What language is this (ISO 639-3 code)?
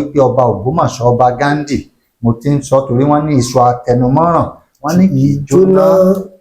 yor